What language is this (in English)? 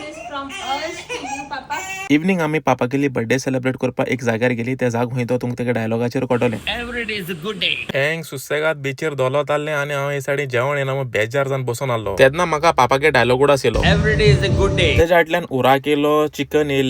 Konkani